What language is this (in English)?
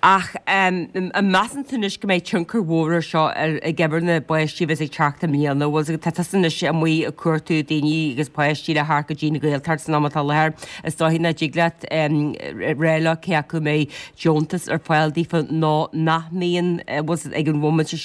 Irish